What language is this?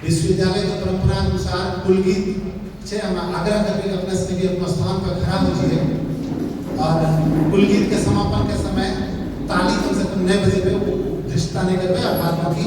Angika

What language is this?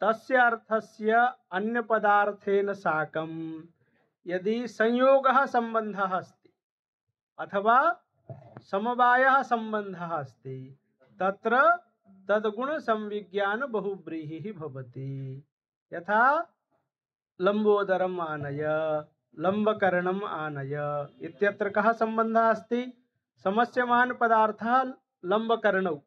Sanskrit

